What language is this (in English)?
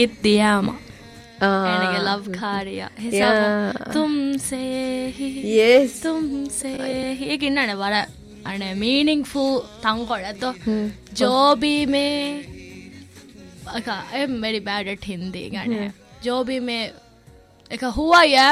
Divehi